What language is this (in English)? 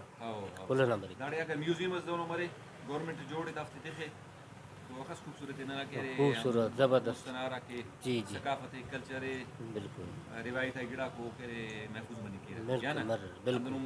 Brahui